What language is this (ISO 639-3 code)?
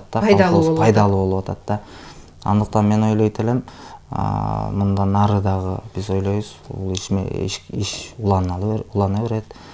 kir